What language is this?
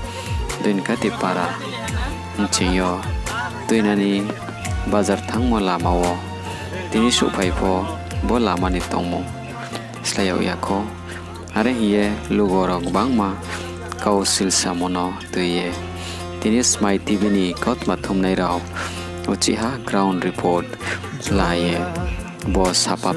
Riang (India)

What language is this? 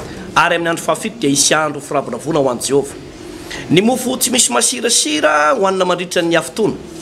Malagasy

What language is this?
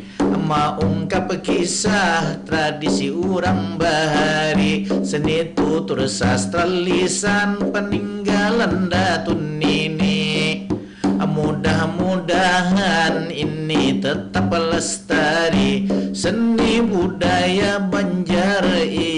Banjar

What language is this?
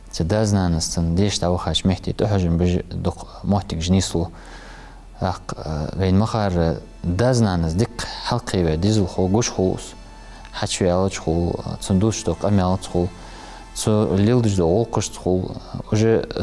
Ingush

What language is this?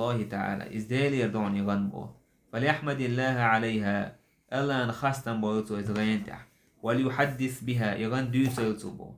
Chechen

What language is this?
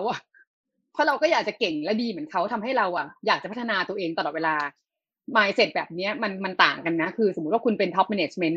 Thai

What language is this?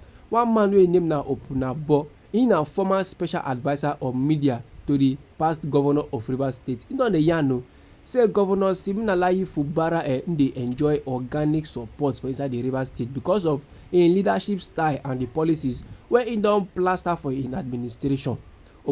Nigerian Pidgin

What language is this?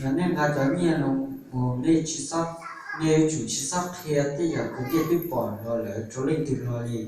Hmong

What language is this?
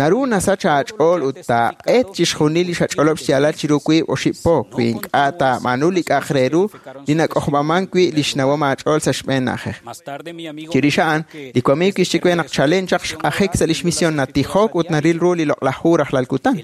Kekchí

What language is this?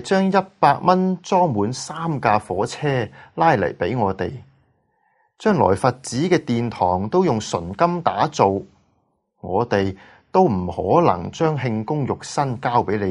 Cantonese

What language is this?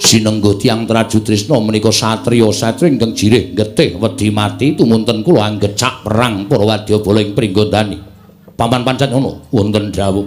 Javanese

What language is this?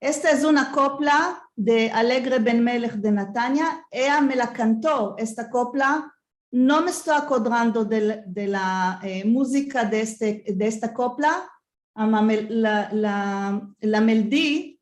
Ladino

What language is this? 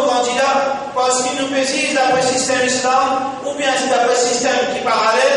Morisyen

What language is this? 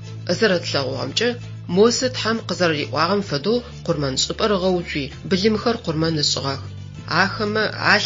Adyghe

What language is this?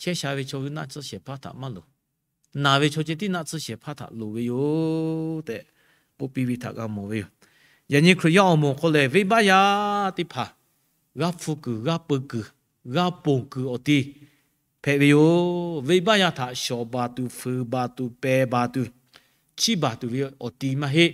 Lahu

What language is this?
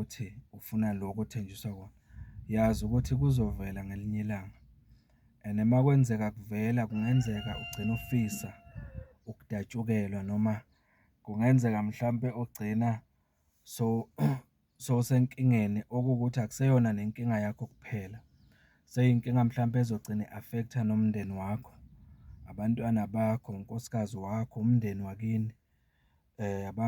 Zulu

